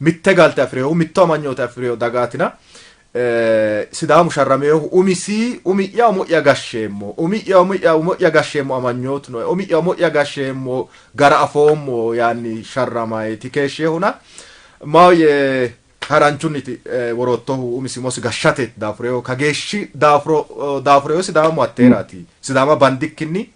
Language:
Sidamo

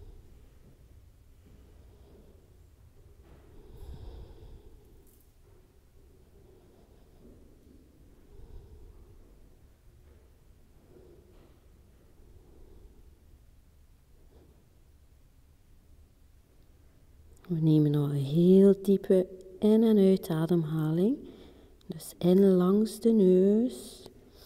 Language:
Dutch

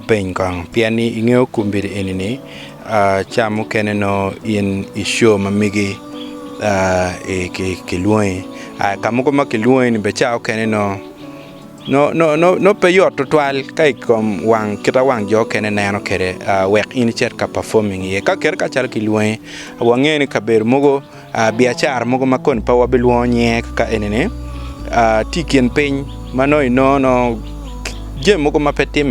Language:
Acoli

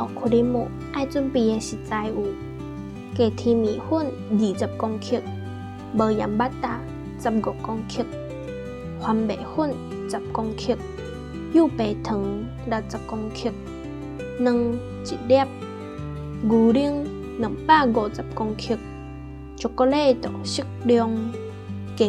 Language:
Min Nan Chinese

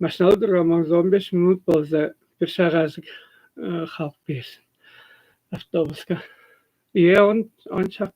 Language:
Tuvinian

